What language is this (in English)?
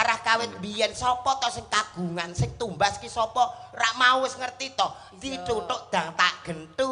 Javanese